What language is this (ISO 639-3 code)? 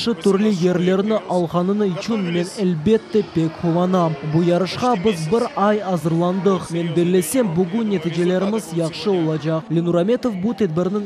crh